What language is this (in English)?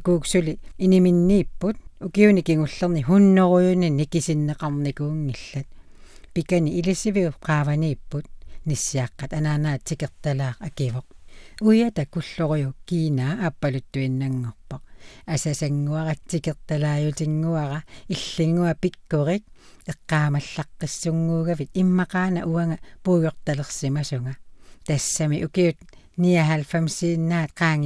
Kalaallisut